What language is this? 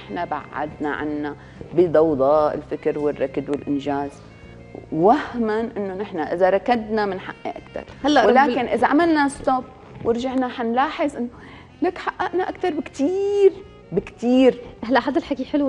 North Levantine Arabic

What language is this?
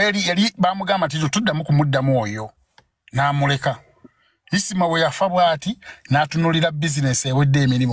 Ganda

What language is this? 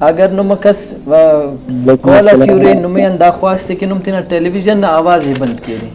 Brahui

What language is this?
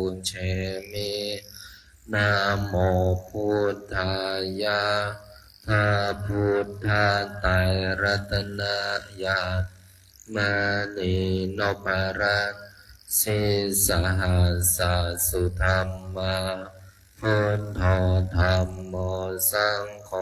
Pali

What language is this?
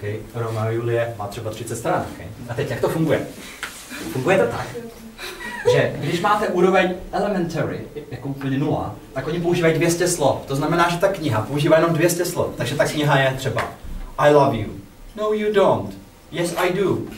Czech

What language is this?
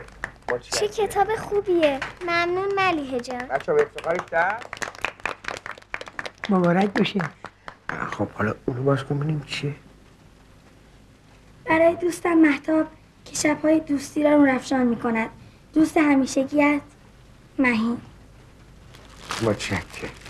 Persian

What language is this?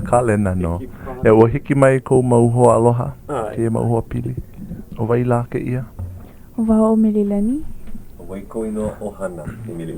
Hawaiian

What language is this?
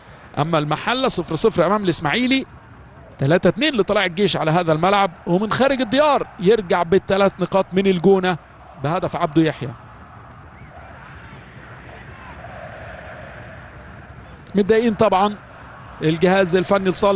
Egyptian Arabic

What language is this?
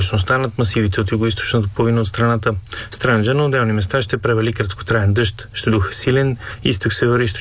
Bulgarian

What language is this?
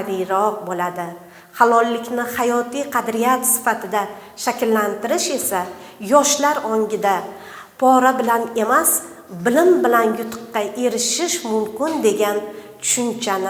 Uzbek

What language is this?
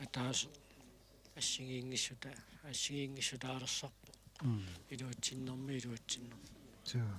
Kalaallisut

